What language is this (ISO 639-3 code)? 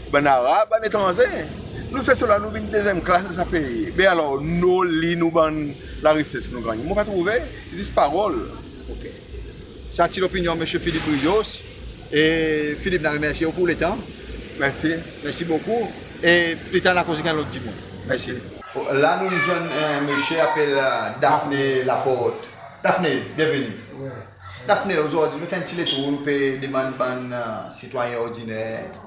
crs